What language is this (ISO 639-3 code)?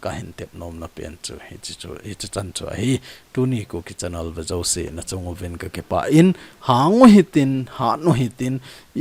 tcz